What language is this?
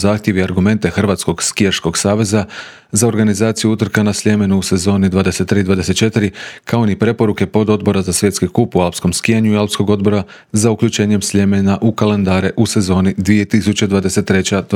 Croatian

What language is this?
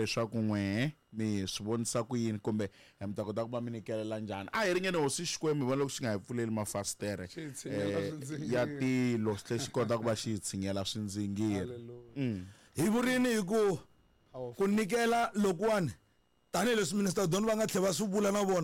Tsonga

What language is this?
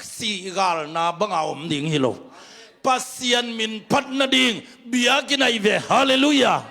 Tedim Chin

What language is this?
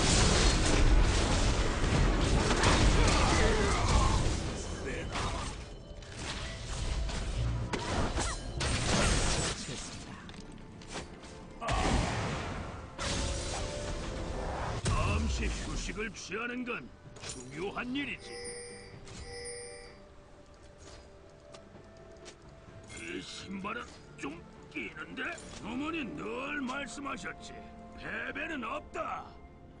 Korean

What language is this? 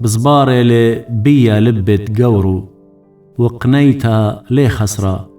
Assyrian Neo-Aramaic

